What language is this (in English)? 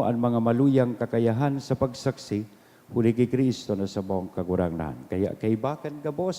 Bikol